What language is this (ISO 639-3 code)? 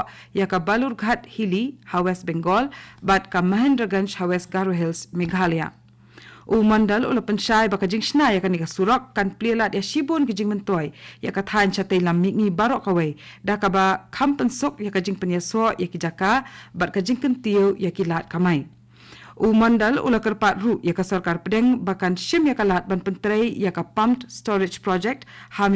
kha